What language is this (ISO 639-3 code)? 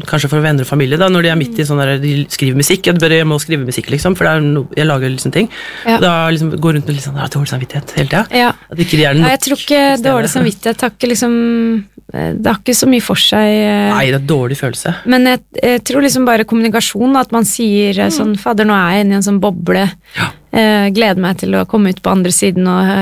nor